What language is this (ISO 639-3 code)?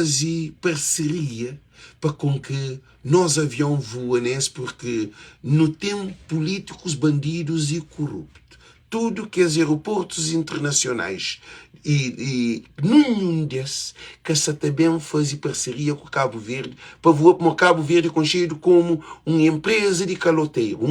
kea